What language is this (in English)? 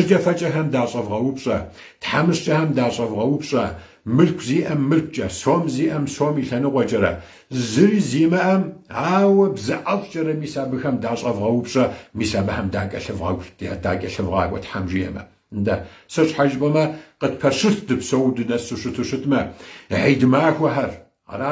Kabardian